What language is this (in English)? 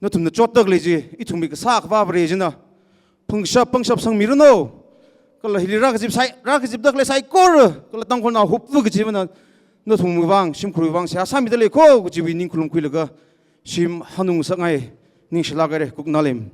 Tangkhul Naga (India)